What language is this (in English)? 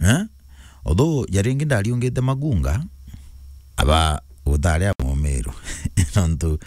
Meru